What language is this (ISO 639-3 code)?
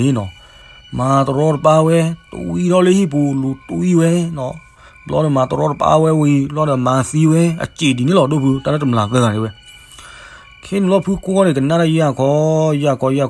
ksw